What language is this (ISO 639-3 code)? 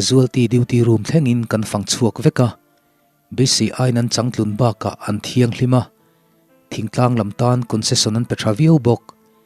lus